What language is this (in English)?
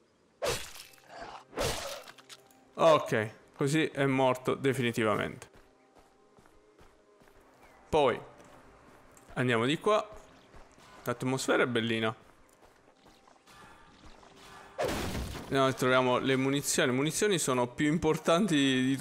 Italian